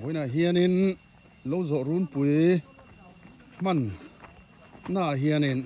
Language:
Mizo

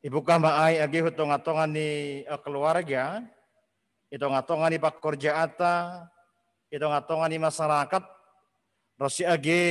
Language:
Batak Simalungun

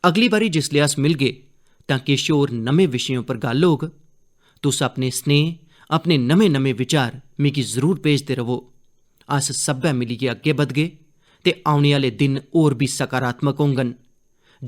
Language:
Dogri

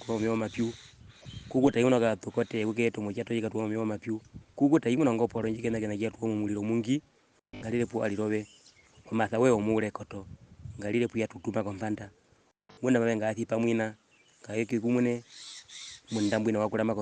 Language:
Herero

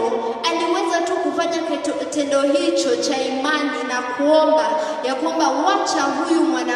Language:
Swahili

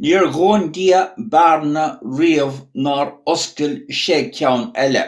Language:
Irish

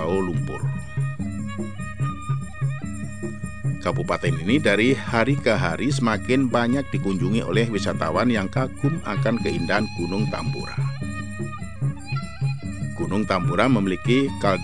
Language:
Indonesian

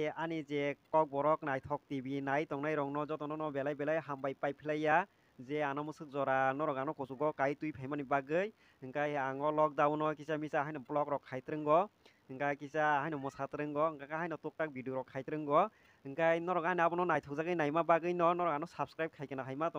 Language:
Kok Borok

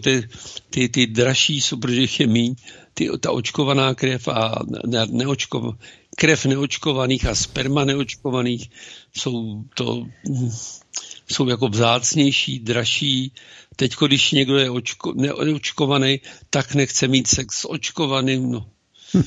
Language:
Czech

